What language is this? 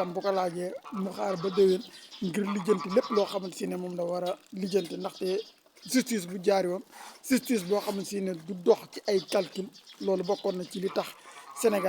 Wolof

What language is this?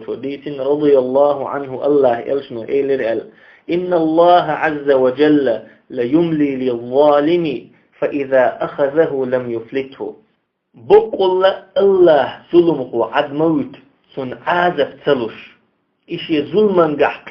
Chechen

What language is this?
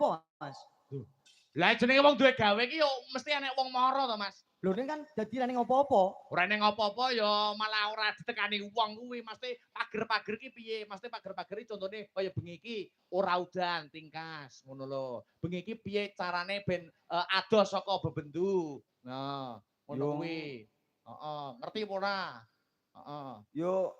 Javanese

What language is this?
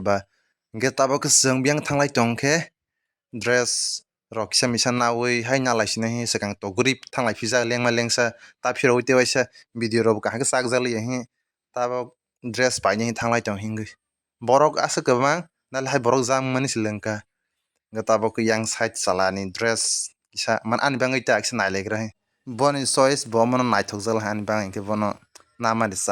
Kok Borok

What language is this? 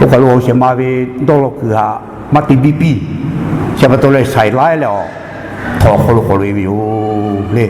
Lahu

